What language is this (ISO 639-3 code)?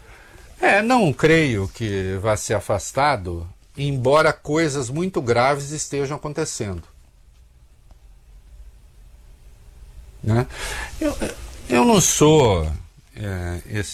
por